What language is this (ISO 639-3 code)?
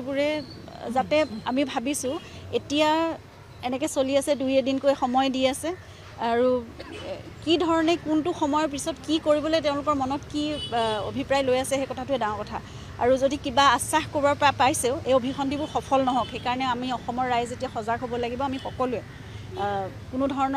asm